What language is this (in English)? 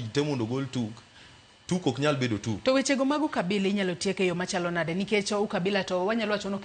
Luo (Kenya and Tanzania)